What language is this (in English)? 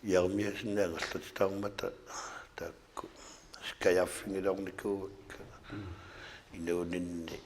Kalaallisut